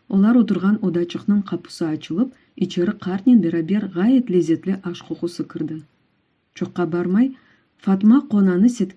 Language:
Crimean Tatar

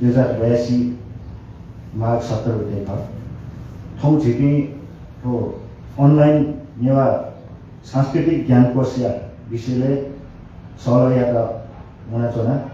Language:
Newari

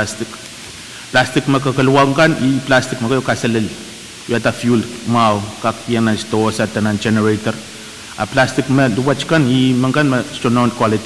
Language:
Pohnpeian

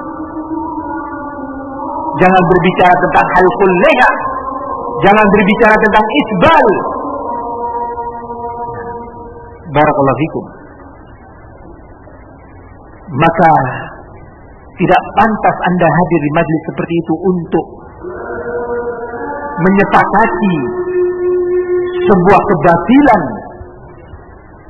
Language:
Indonesian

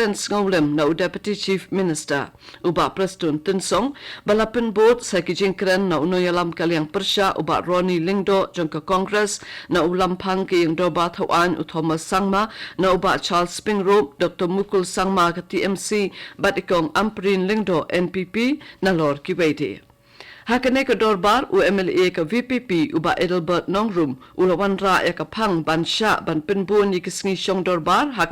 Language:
Khasi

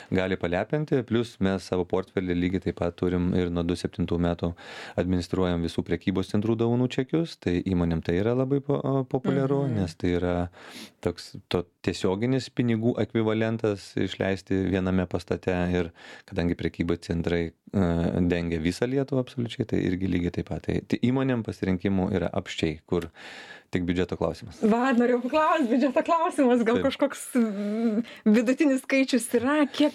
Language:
Lithuanian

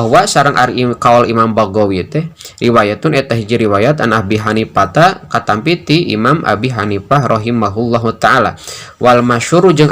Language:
Sundanese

